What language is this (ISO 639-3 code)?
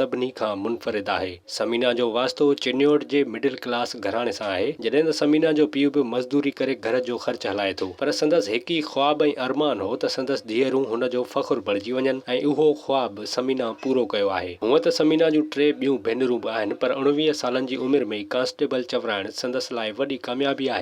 snd